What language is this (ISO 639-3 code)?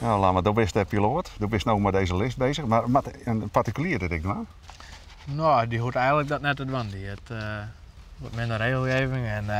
fry